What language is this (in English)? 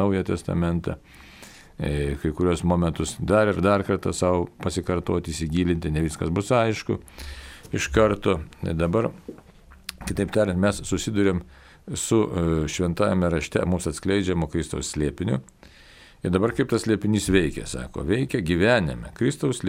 Lithuanian